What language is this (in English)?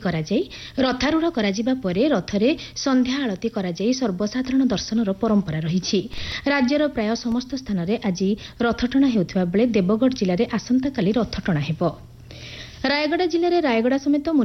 Odia